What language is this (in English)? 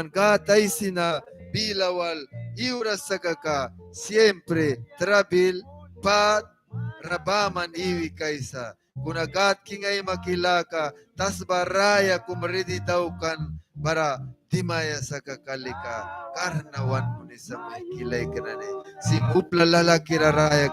Mískito